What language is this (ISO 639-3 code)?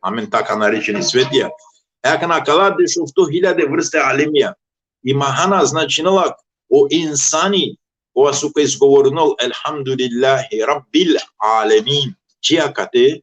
rmn